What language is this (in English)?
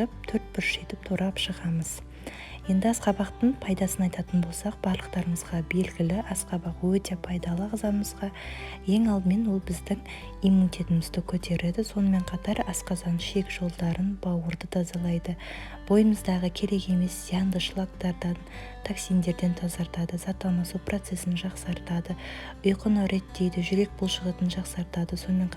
Kazakh